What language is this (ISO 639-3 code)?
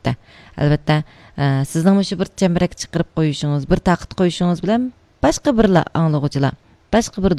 uig